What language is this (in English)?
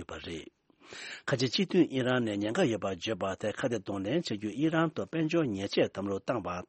Tibetan